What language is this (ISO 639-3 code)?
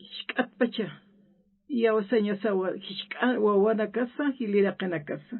aym